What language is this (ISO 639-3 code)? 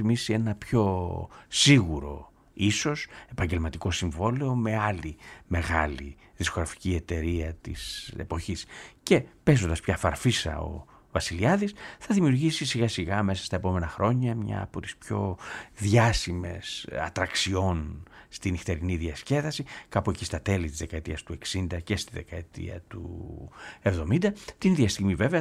ell